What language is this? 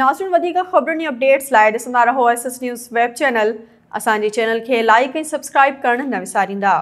Sindhi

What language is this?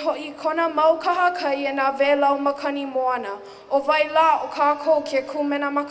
Hawaiian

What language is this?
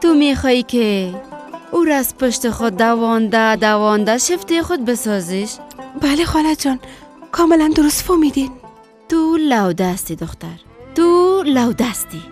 Persian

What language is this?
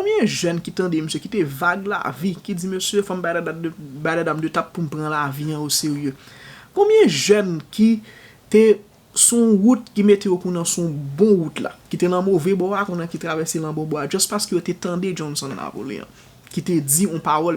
Haitian Creole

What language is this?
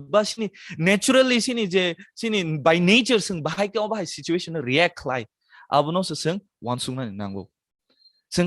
Kok Borok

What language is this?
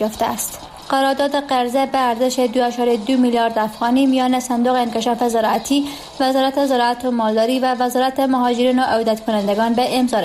Persian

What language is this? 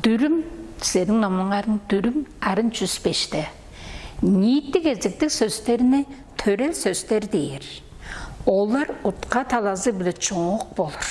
Tuvinian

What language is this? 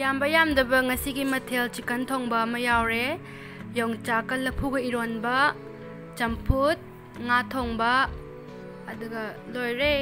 Manipuri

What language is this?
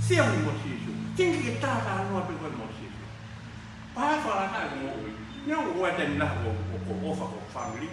Tongan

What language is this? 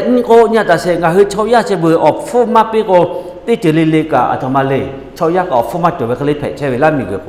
Lahu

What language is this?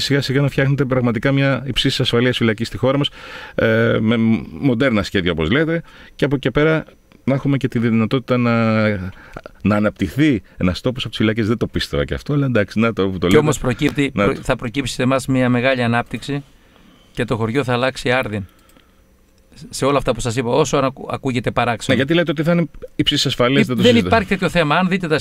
Greek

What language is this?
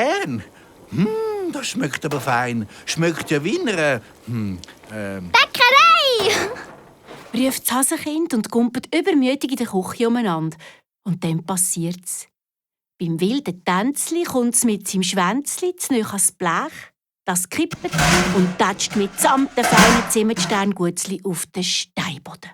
Swiss German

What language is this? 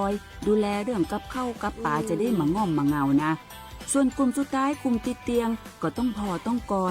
Lahu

